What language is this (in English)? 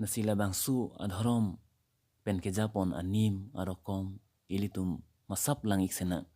Karbi